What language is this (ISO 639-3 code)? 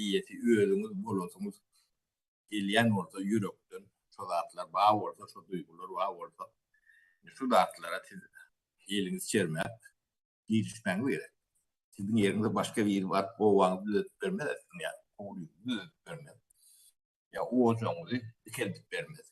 tuk